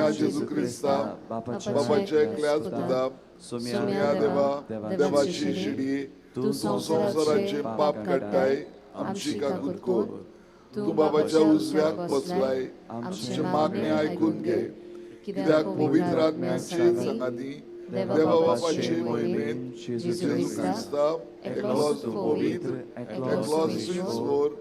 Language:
Konkani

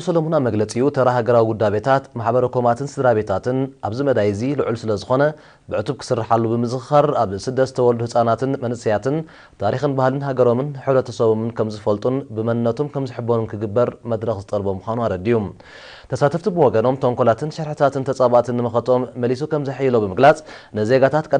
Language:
Tigrinya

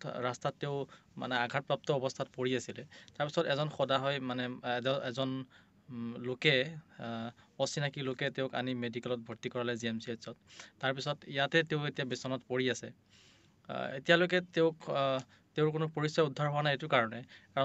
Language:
Assamese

